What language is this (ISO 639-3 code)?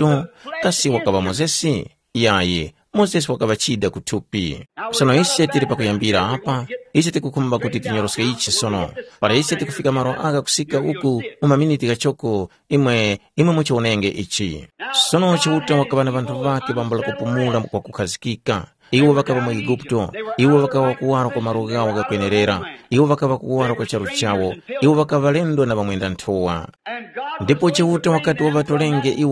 tum